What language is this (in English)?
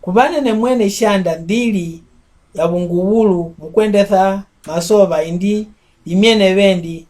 Mbunda